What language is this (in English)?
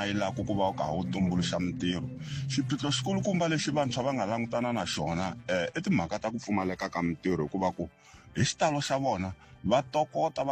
Tsonga